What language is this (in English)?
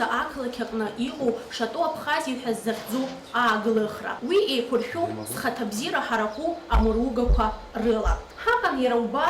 Abkhazian